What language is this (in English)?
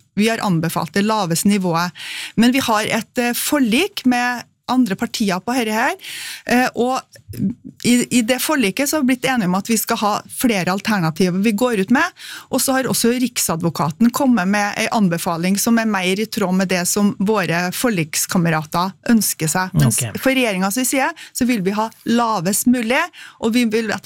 Norwegian